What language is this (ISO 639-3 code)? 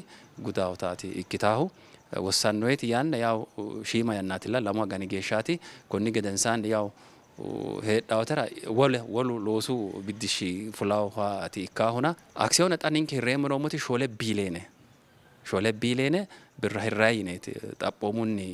sid